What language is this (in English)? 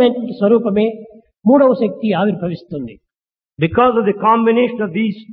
Telugu